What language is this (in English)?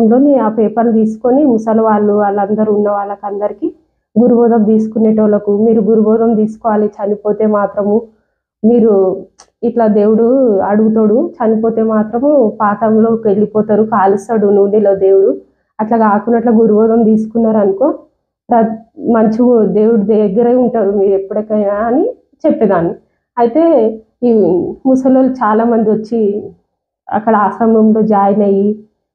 Telugu